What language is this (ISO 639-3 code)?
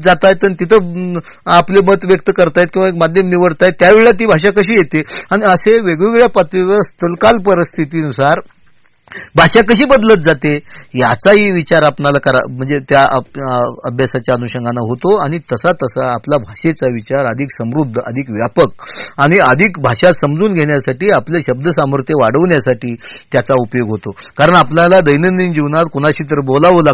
mar